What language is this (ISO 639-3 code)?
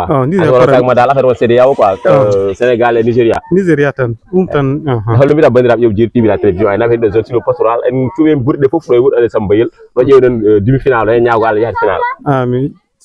ful